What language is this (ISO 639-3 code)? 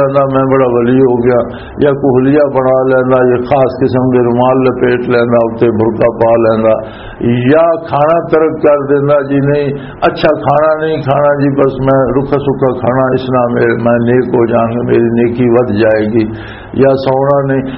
lah